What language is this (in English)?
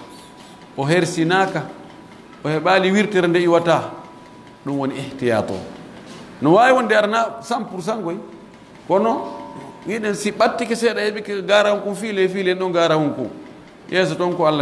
Pular